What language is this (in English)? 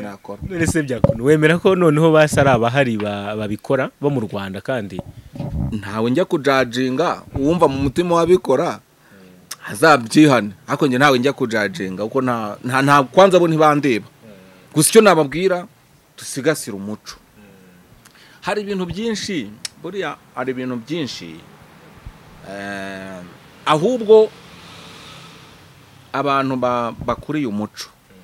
Kinyarwanda